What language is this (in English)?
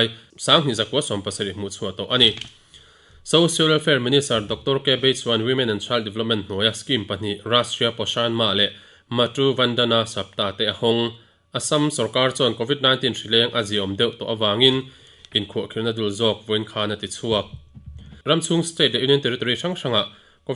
Mizo